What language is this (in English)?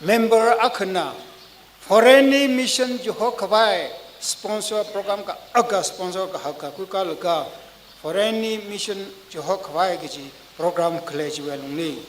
Tangkhul Naga (India)